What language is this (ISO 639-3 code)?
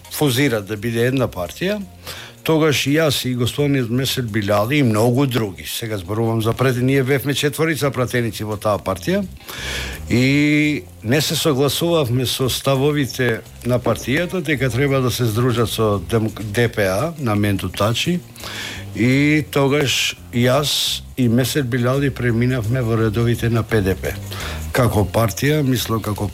mkd